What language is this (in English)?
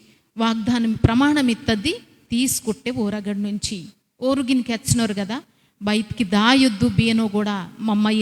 Koya